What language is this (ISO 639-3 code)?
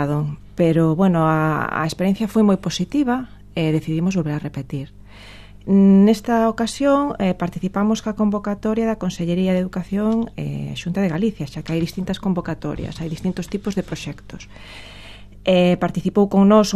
glg